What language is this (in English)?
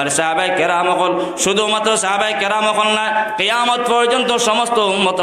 Sylheti